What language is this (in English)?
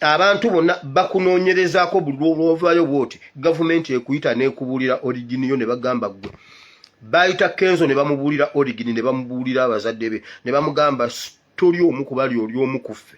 Ganda